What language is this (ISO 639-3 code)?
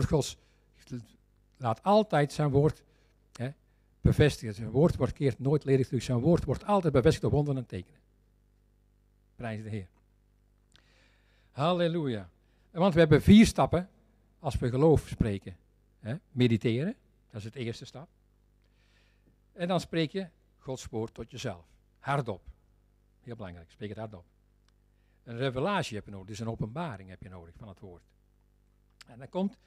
nld